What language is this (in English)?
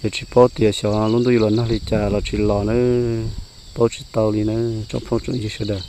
Hmong